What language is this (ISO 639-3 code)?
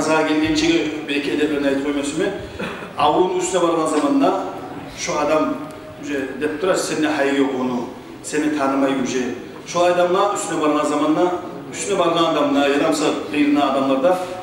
kum